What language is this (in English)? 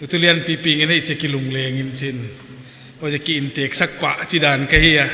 Paite Chin